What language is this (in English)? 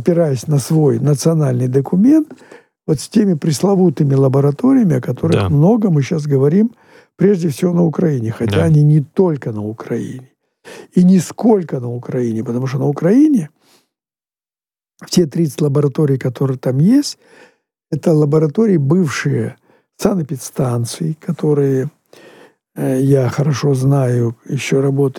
Russian